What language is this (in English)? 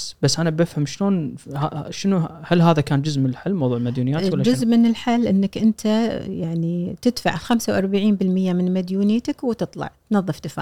Gulf Arabic